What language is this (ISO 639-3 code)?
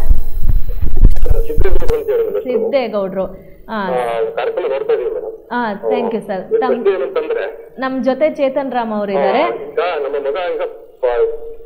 kan